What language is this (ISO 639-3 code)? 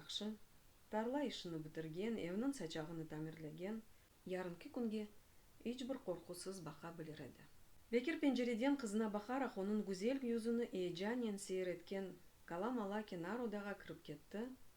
crh